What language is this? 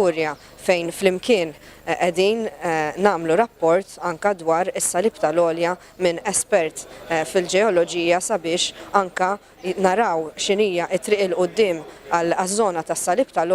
Maltese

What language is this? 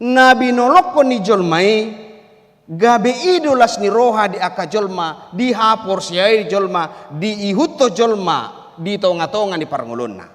Batak Toba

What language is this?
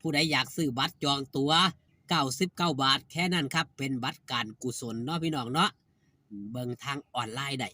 Northeastern Thai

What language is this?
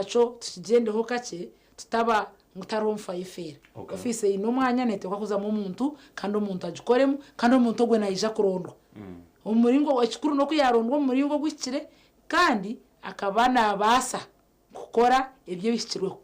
Nyankole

